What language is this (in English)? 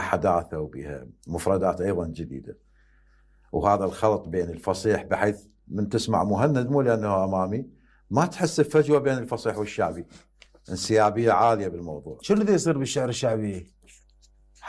Mesopotamian Arabic